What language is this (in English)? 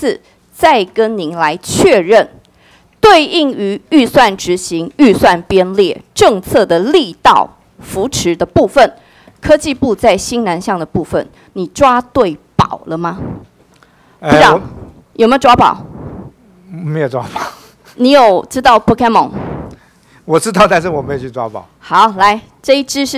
Chinese